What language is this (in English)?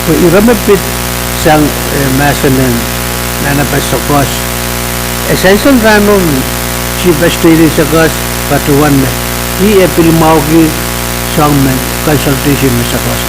Pohnpeian